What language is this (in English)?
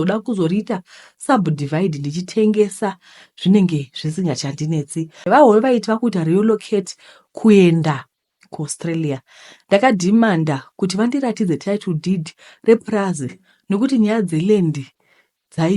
Shona